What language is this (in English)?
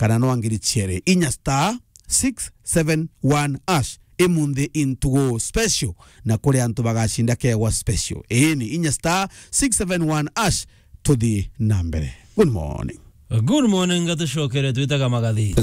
Meru